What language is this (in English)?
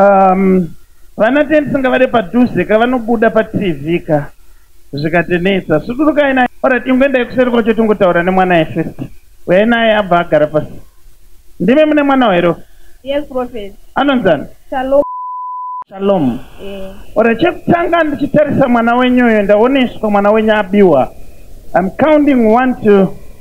Shona